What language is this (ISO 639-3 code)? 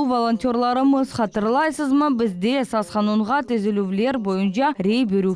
crh